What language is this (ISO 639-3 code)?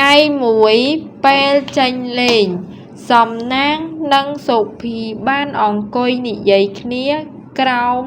khm